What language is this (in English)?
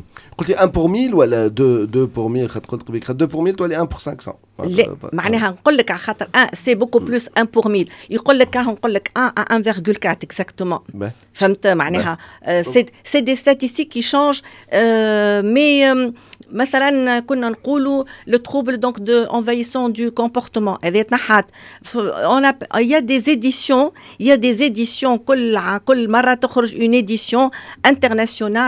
Tunisian Arabic